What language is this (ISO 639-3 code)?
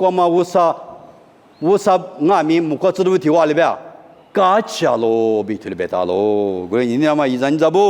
lis